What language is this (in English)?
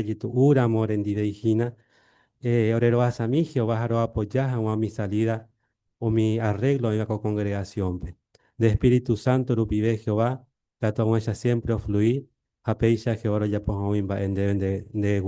Guarani